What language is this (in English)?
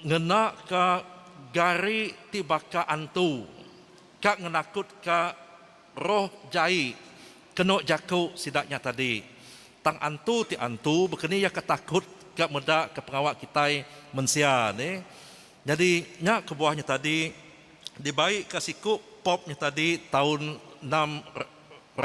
Iban